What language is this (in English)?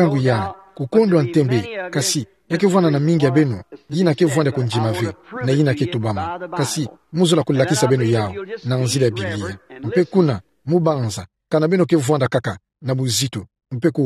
Kituba (Democratic Republic of Congo)